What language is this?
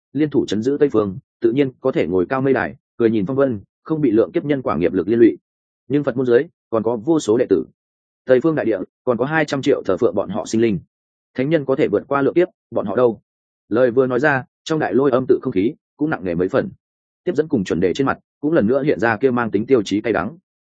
Vietnamese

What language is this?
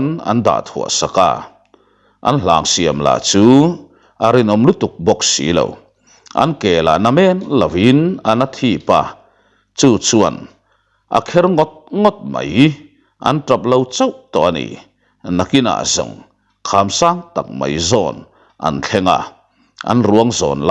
Mizo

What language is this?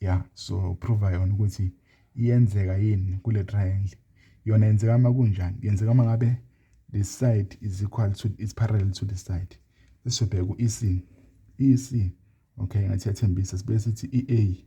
Zulu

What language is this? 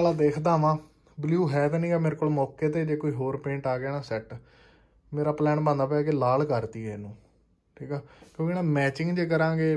Punjabi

